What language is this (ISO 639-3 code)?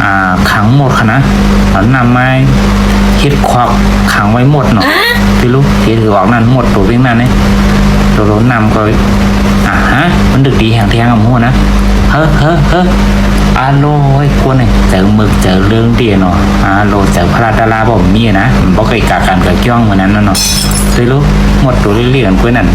shn